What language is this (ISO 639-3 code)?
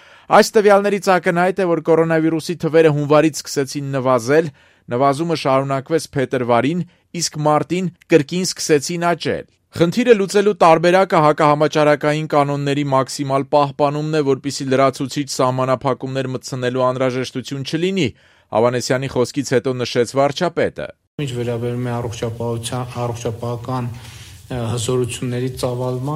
hye